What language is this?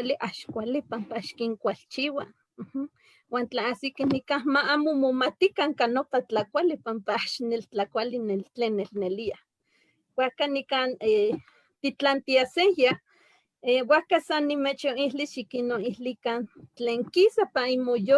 Eastern Huasteca Nahuatl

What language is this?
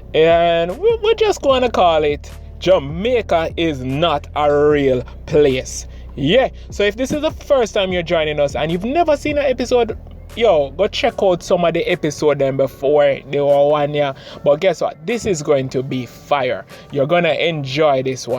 Jamaican Creole English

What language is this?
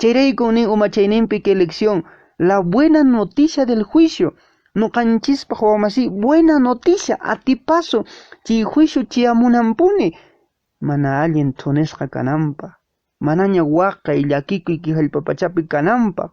Quechua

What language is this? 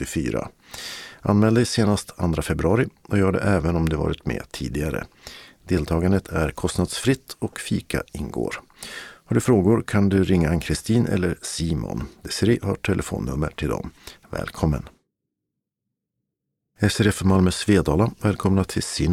Swedish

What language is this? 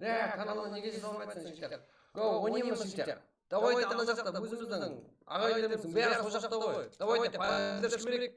Kara-Kalpak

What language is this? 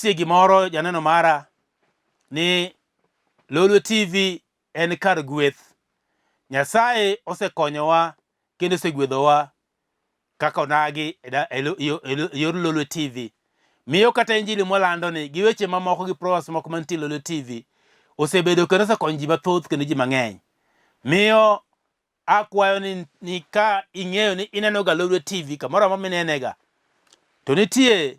Luo (Kenya and Tanzania)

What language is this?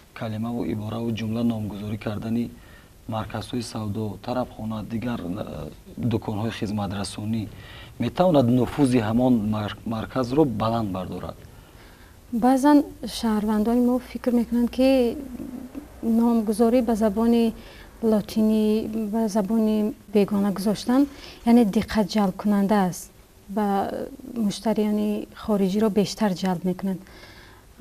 Tajik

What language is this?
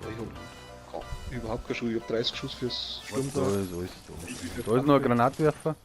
Bavarian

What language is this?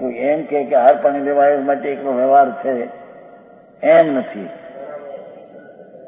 Gujarati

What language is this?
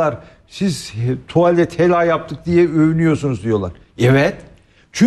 Turkish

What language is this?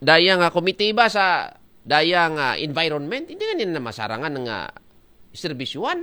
Aklanon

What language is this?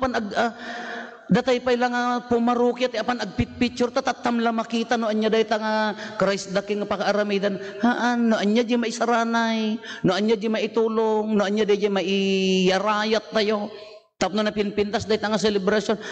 Iloko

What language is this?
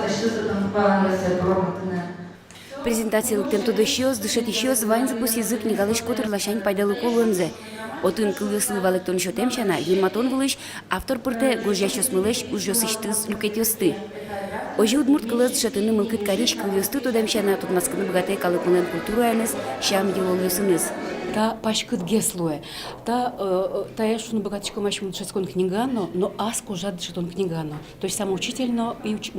Udmurt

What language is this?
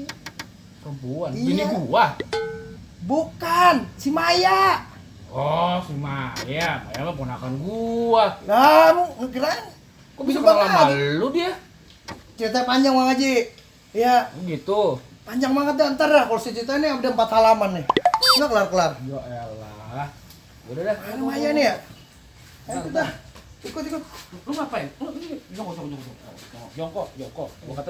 Betawi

